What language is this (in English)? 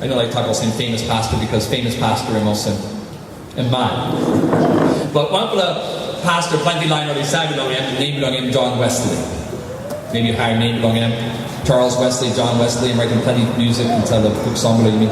Tok Pisin